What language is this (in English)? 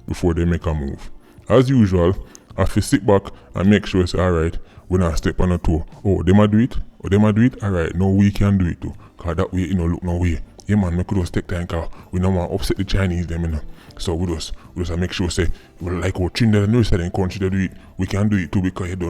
Jamaican Creole English